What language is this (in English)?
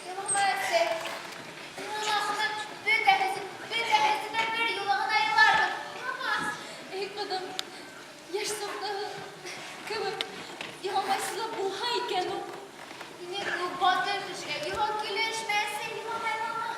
Bashkir